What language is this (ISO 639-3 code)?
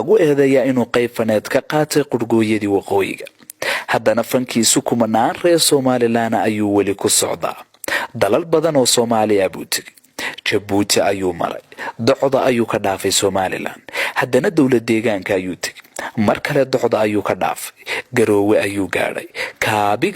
som